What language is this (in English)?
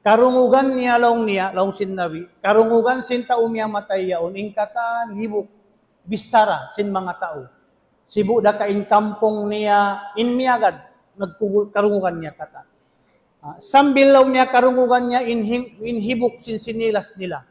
Tausug